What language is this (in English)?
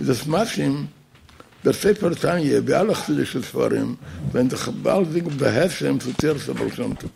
Yiddish